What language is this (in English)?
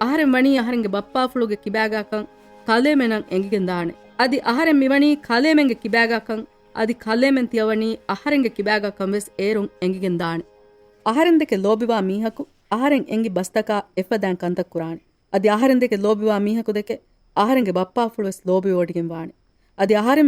Divehi